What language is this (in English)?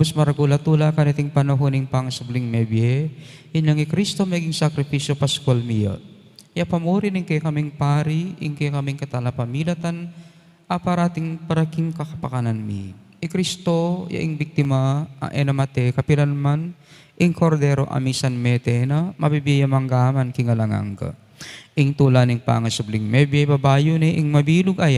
Pampanga